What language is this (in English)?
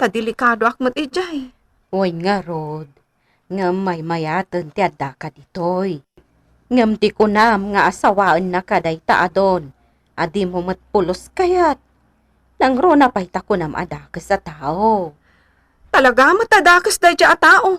Iloko